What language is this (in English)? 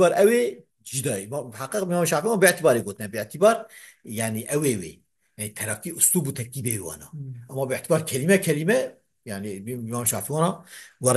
Kurdish